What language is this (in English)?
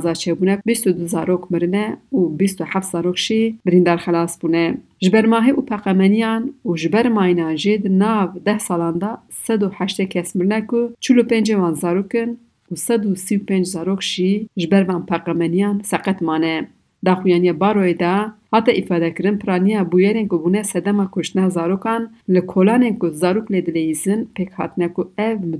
Kurdish